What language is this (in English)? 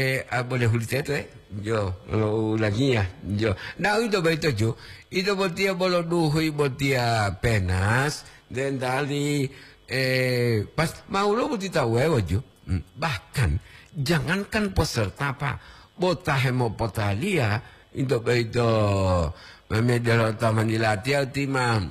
Gorontalo